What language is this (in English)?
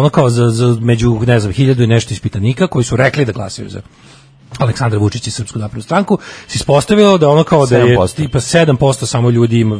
Serbian